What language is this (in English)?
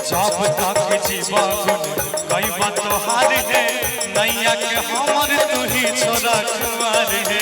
Maithili